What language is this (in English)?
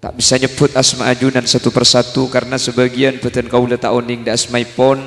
Madurese